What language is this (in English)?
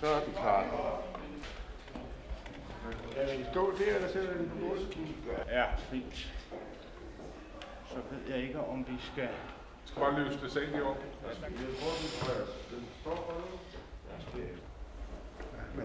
Danish